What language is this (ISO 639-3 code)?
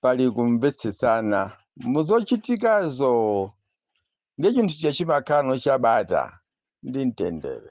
nya